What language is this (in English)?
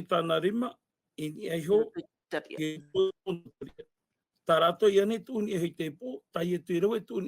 Tahitian